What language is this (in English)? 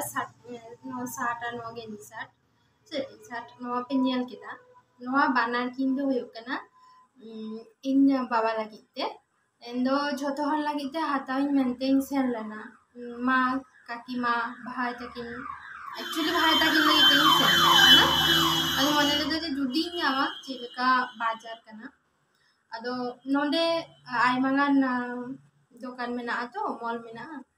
Santali